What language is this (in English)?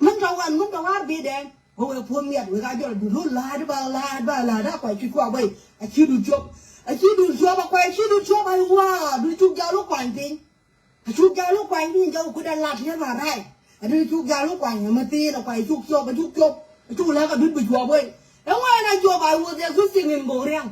Nuer